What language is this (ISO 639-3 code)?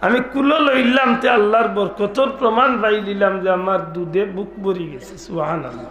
syl